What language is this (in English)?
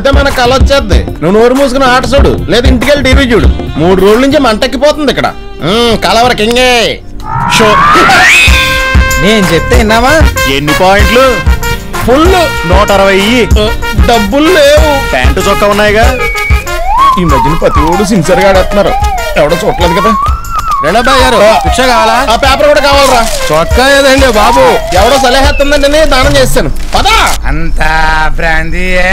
Telugu